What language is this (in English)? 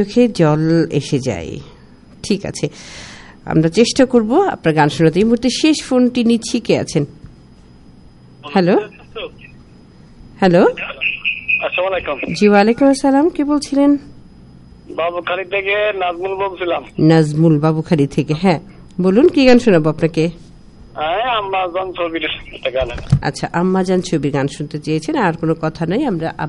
Bangla